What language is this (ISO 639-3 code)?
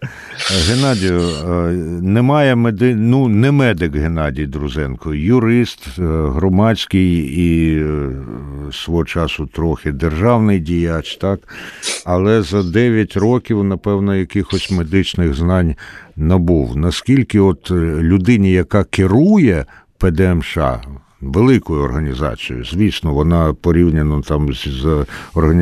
ukr